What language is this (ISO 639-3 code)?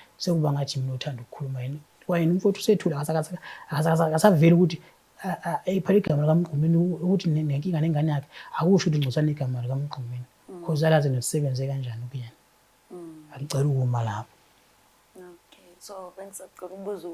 zul